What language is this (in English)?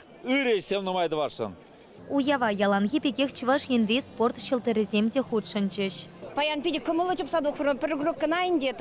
Chuvash